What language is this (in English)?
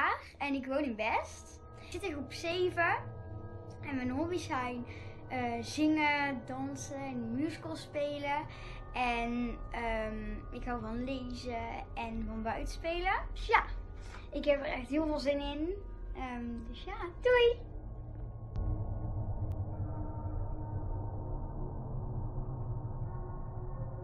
Dutch